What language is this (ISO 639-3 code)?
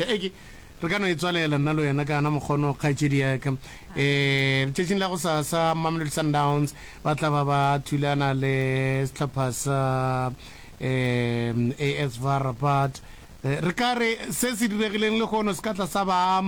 nso